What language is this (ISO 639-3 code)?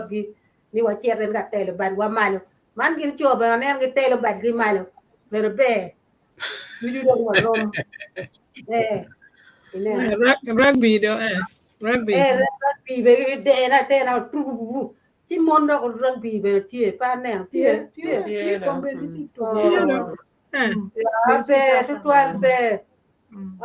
ach